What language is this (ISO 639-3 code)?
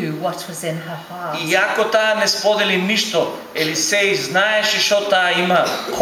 mkd